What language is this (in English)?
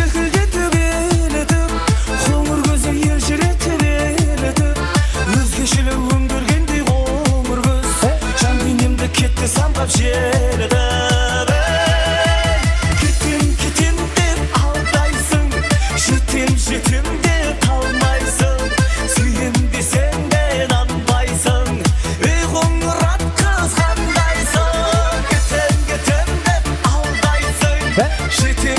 Kara-Kalpak